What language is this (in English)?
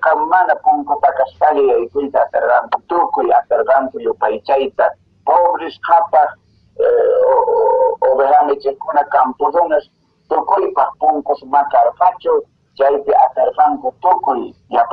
Quechua